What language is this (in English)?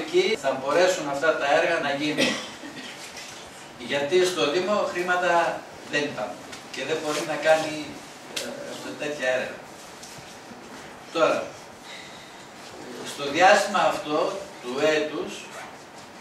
Greek